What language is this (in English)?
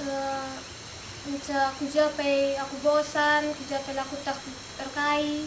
Batak Karo